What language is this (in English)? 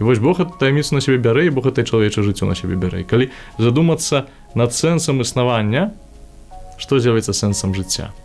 Belarusian